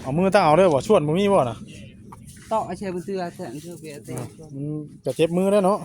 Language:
Northeastern Thai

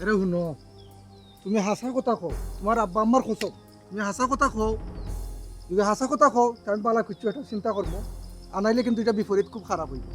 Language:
Sylheti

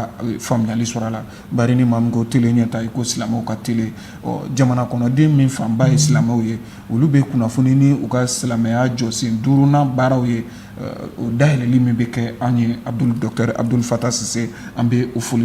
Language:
Bambara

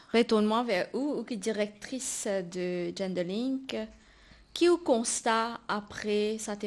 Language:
Morisyen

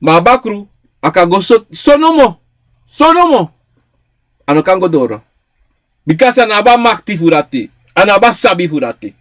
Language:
Sranan Tongo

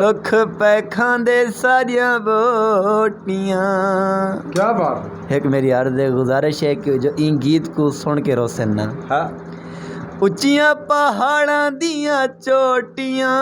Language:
Saraiki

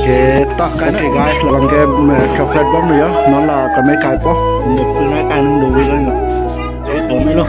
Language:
Karbi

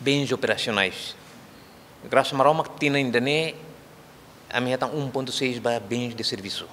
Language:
Tetum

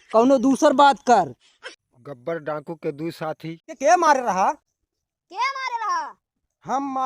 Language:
Bhojpuri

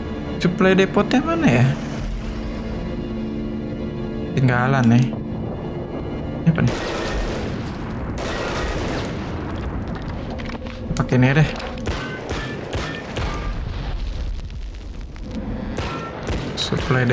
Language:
Indonesian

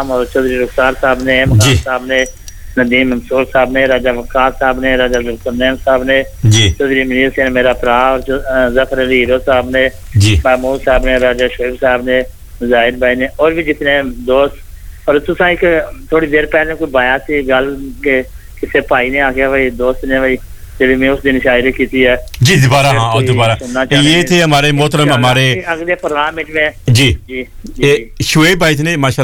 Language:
Urdu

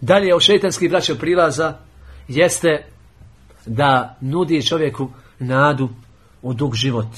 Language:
Bosnian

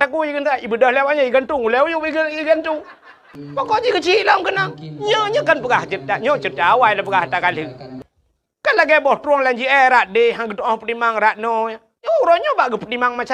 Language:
Achinese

